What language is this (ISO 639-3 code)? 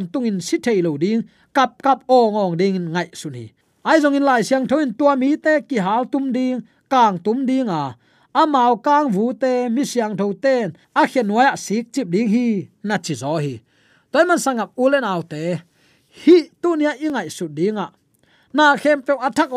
ctd